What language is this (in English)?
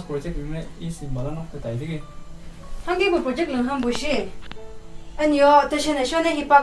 Konyak Naga